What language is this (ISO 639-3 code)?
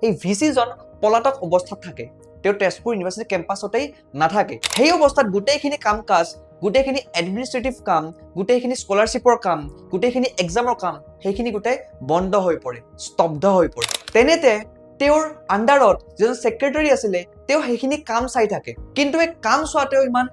asm